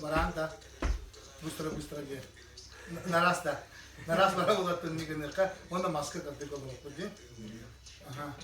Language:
Yakut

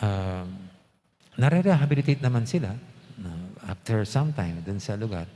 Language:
Pampanga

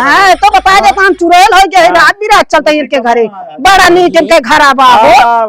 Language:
Awadhi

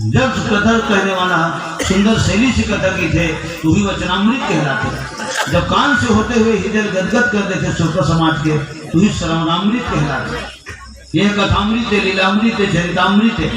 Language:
Chhattisgarhi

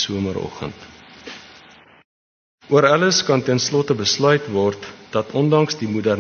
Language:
Afrikaans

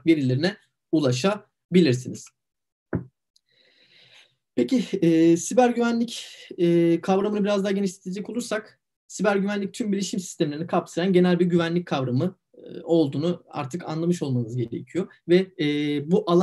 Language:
Turkish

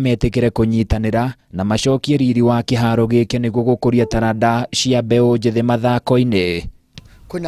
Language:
Kikuyu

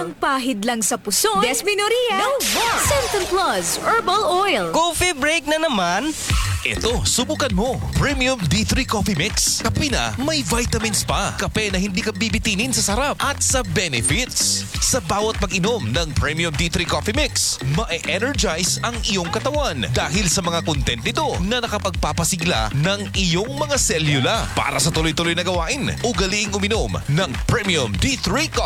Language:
Filipino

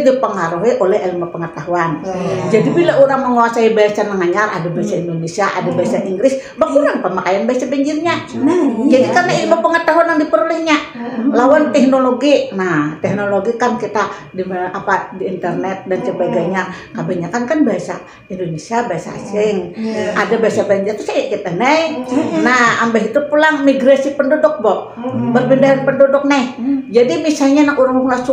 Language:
Banjar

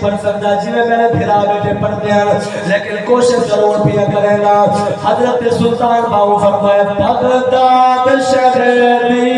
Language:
Saraiki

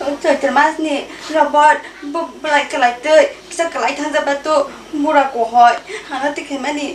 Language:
Kok Borok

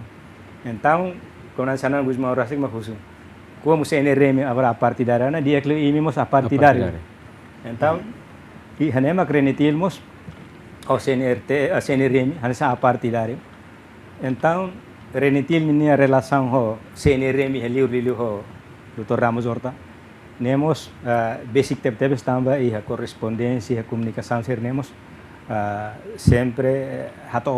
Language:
Tetum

